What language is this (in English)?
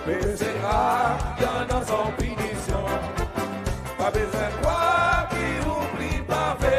Seselwa Creole French